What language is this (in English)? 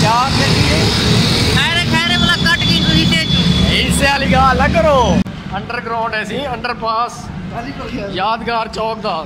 Saraiki